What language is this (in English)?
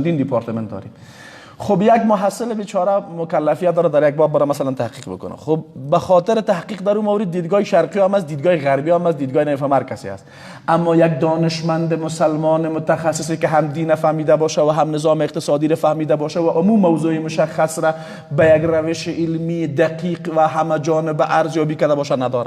Persian